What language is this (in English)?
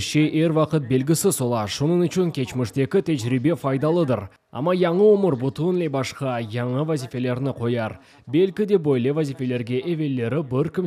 Crimean Tatar